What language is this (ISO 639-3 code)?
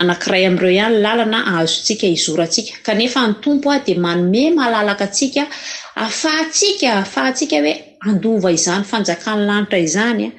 mlg